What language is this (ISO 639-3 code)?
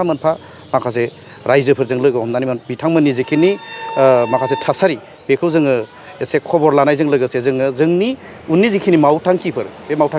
brx